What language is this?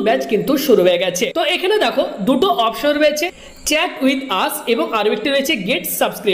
Bangla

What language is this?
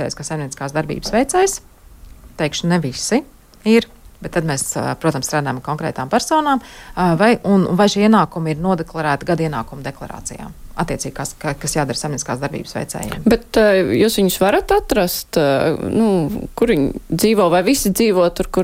Latvian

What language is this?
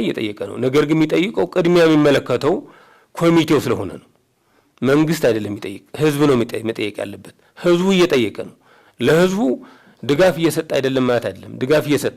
Amharic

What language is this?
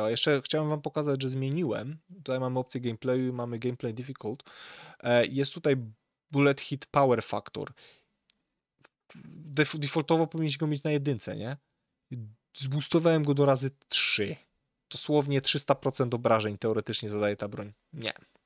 Polish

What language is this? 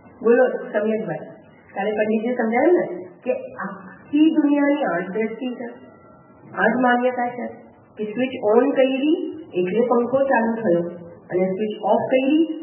Gujarati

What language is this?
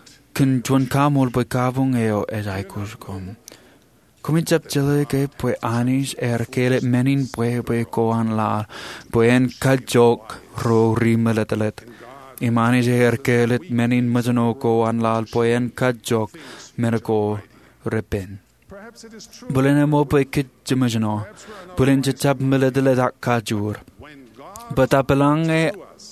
Marshallese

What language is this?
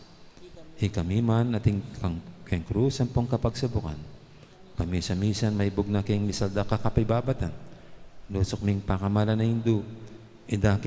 Pampanga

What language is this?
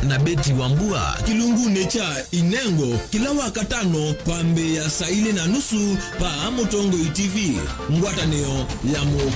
Kamba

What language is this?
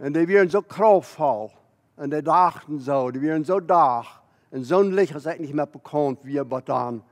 Plautdietsch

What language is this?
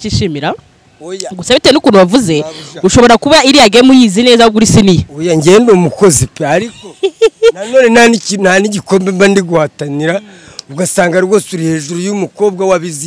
Kinyarwanda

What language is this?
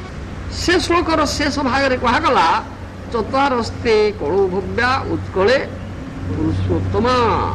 Odia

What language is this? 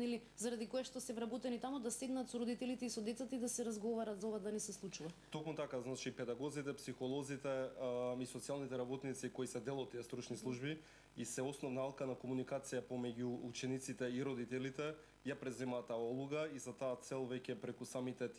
Macedonian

